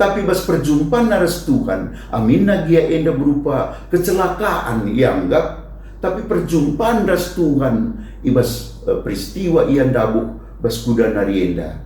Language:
Batak Karo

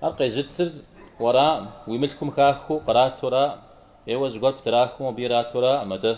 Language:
Kabardian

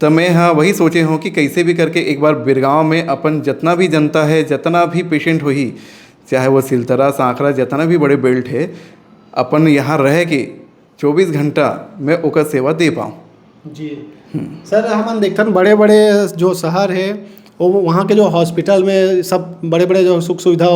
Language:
Chhattisgarhi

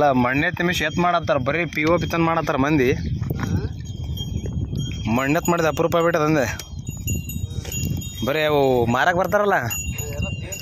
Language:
Kannada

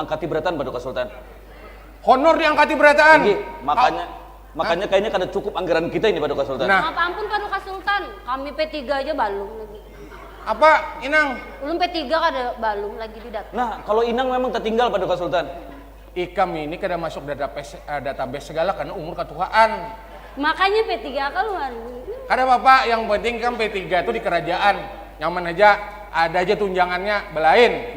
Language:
Banjar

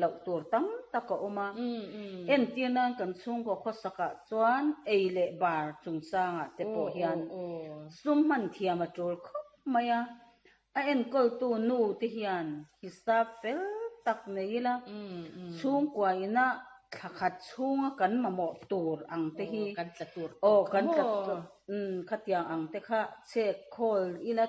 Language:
Mizo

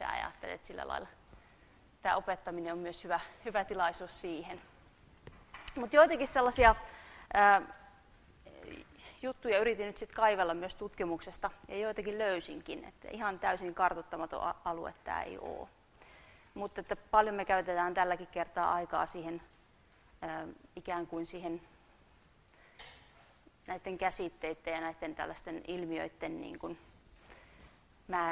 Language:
Finnish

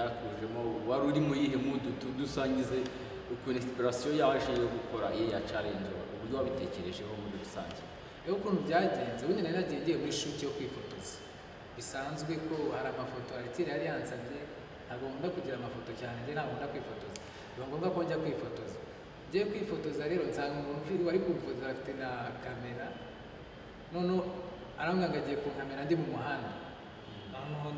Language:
Kinyarwanda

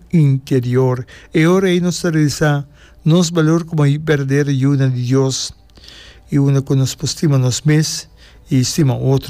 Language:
Papiamento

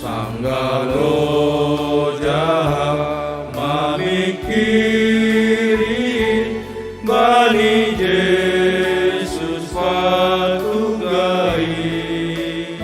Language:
Batak Simalungun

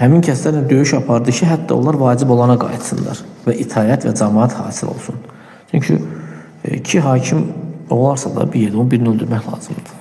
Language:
Azerbaijani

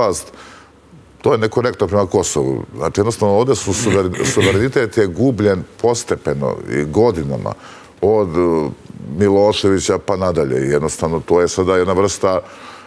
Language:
Serbian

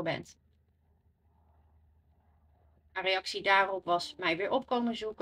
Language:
Dutch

